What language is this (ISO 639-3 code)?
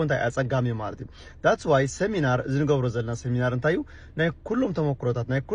tir